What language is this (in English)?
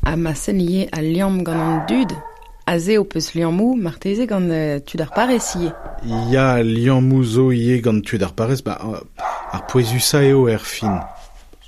Breton